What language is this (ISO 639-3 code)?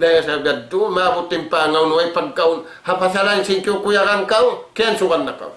tsg